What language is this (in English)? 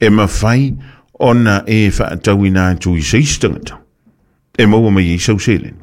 Samoan